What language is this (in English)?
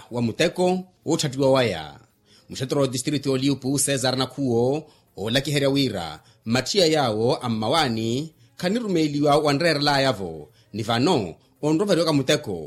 Makhuwa